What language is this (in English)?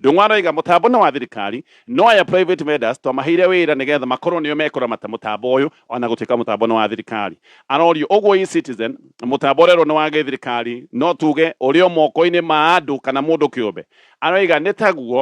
Kikuyu